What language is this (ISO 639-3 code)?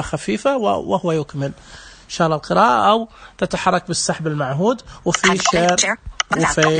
ars